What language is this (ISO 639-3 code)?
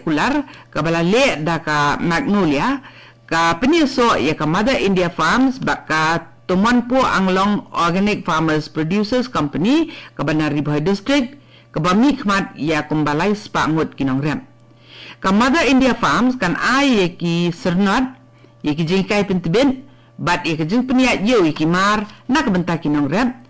kha